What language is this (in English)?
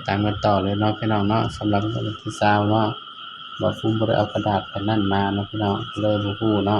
Northeastern Thai